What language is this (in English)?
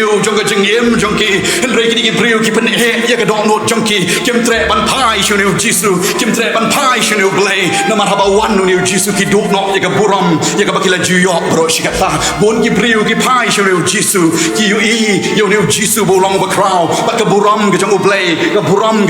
Khasi